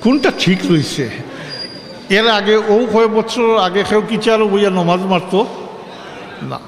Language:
Sylheti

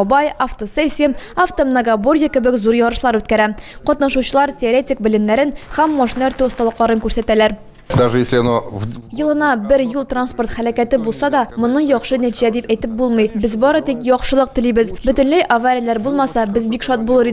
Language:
Tatar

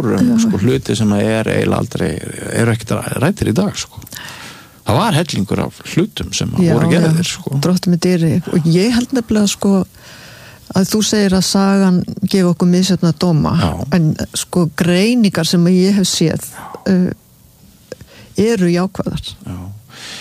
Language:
Icelandic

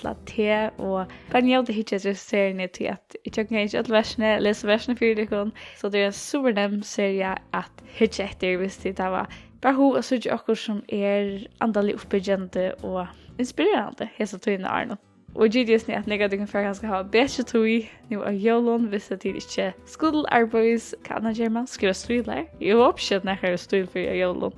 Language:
Faroese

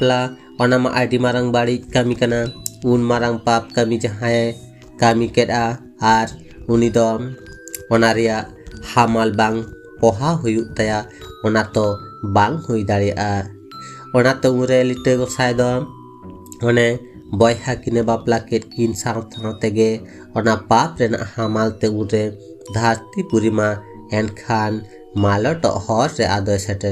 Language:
Santali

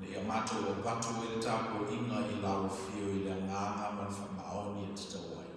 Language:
Samoan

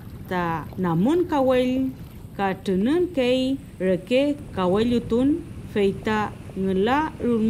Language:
Mapuche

